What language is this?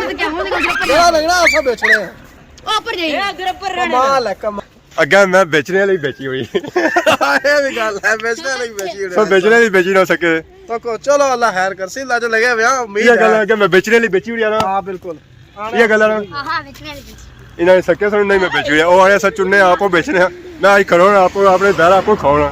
Pahari-Potwari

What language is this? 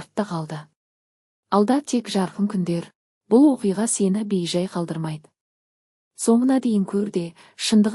Kazakh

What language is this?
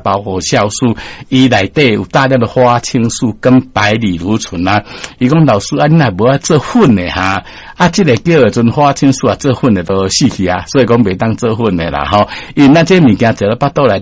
Min Nan Chinese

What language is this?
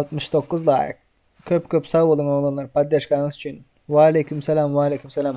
Turkmen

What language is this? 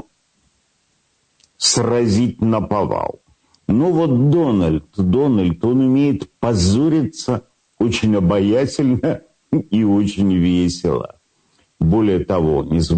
Russian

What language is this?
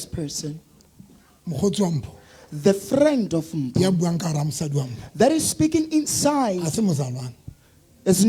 Southern Sotho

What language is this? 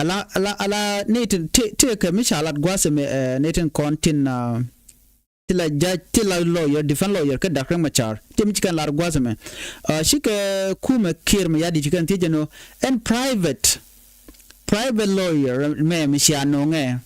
Nuer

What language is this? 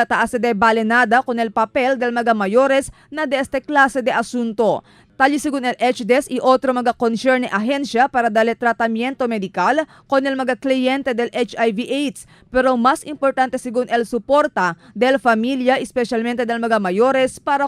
Chavacano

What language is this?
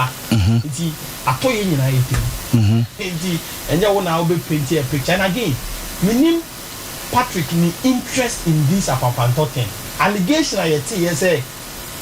Akan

